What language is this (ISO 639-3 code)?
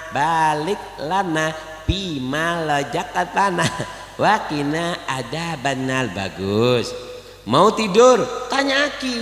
mad